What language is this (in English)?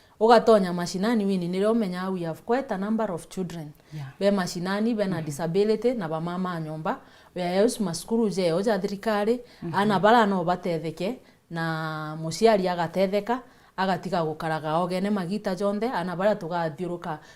Meru